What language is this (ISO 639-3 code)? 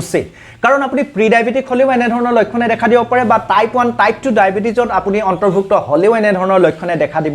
asm